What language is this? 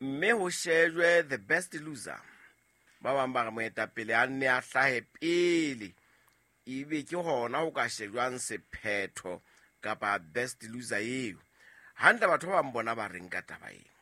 Southern Sotho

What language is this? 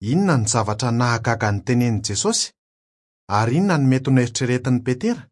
Malagasy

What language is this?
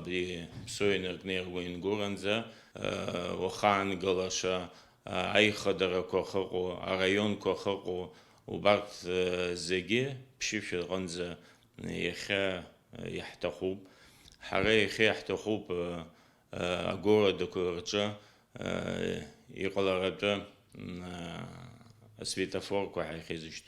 Abkhazian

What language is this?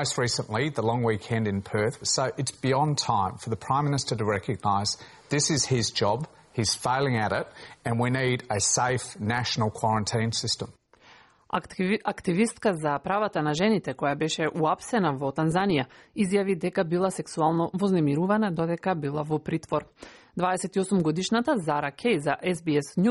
Macedonian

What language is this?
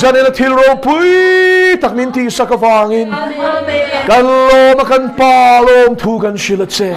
Mizo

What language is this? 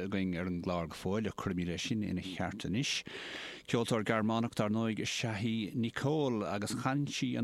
Irish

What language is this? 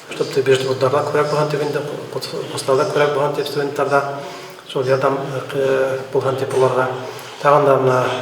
Bashkir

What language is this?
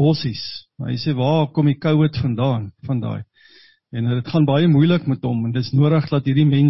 Afrikaans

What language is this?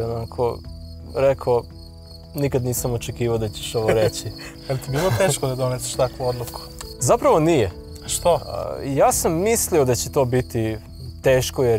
Serbian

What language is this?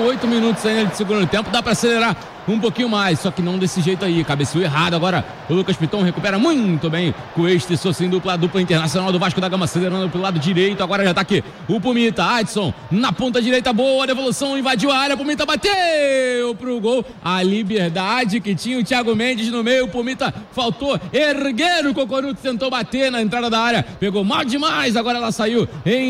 Portuguese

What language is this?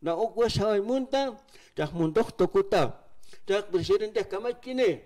Aymara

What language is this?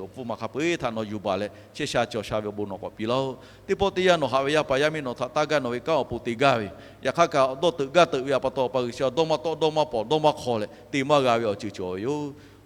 Lahu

